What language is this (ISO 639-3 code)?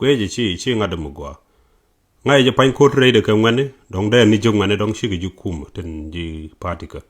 nus